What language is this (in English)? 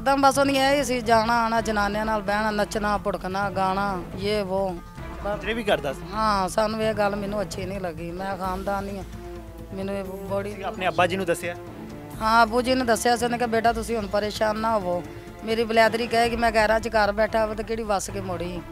Punjabi